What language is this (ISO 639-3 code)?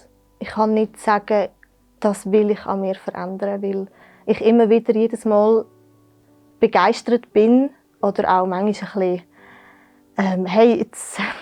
gsw